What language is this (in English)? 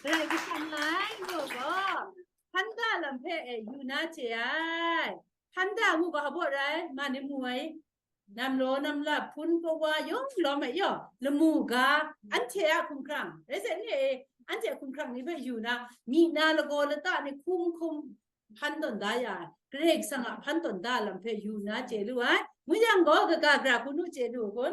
Kachin